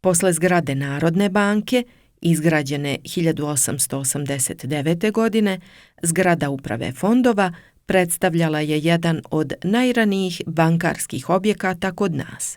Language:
Serbian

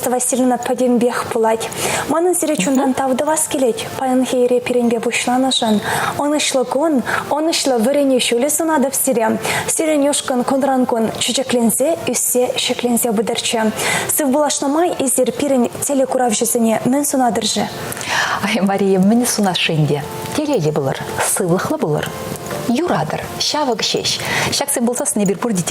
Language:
Chuvash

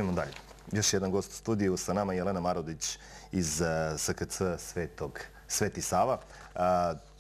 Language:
Serbian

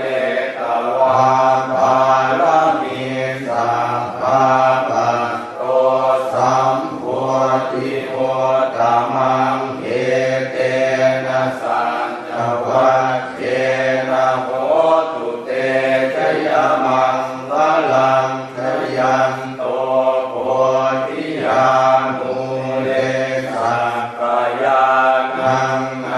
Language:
Pali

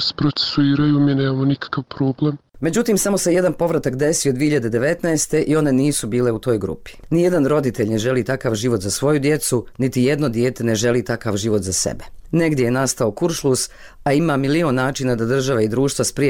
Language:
Bosnian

